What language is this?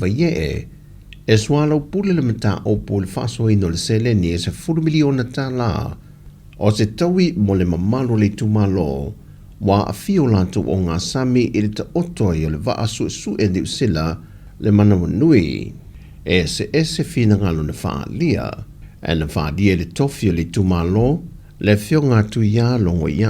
Samoan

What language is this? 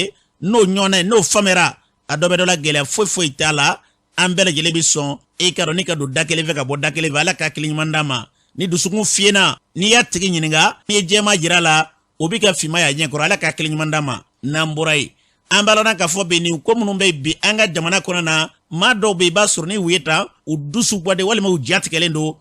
Bambara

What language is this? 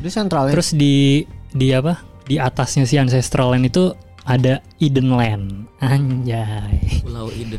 Indonesian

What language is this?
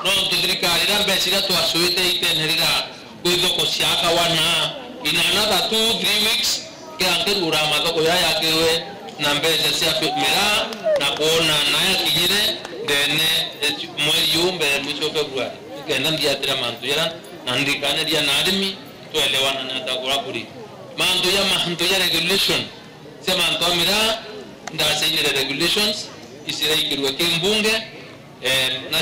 Meru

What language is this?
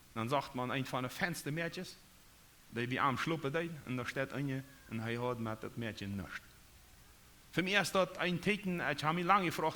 Plautdietsch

